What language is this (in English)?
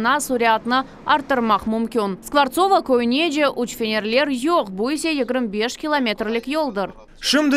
Crimean Tatar